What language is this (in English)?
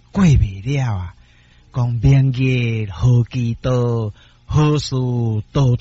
Min Nan Chinese